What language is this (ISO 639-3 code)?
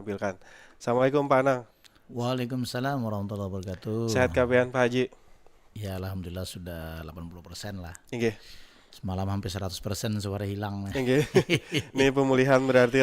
bjn